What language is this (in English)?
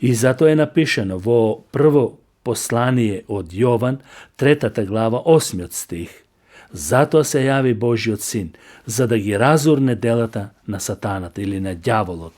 Macedonian